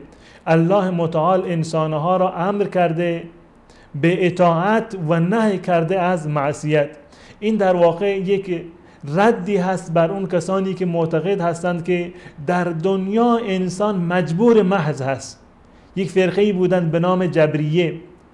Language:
Persian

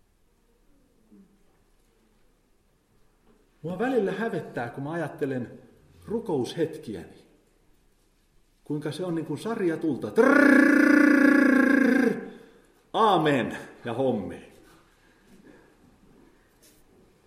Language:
Finnish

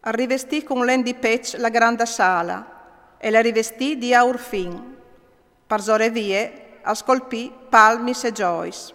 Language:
Friulian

